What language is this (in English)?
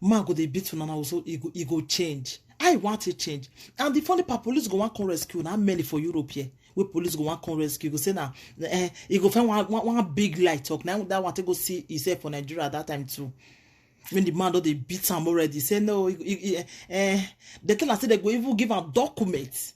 Nigerian Pidgin